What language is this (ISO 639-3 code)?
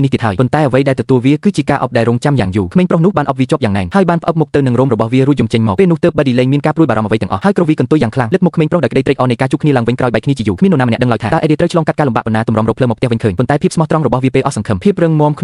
khm